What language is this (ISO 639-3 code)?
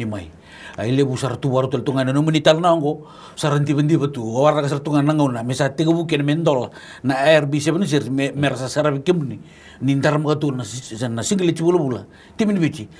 fij